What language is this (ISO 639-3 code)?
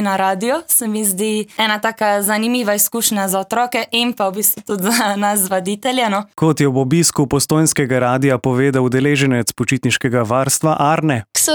slv